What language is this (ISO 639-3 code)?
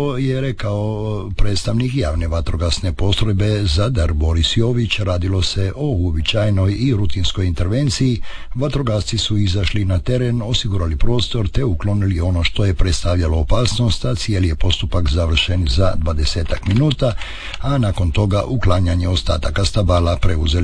hrv